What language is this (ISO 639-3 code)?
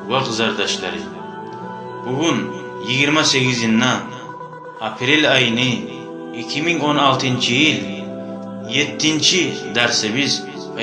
kum